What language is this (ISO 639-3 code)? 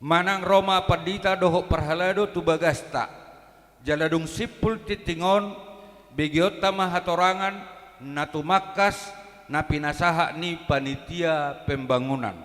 bbc